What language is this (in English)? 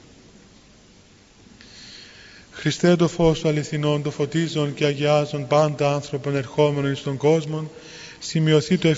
Greek